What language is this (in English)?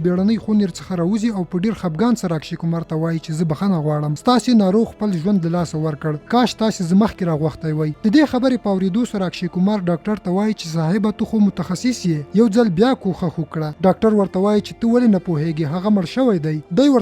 Pashto